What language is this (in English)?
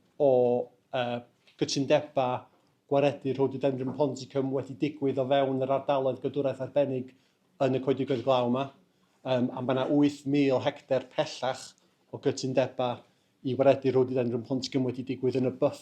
Welsh